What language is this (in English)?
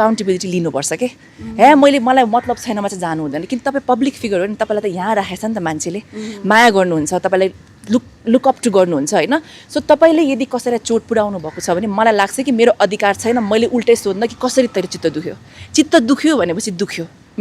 Nepali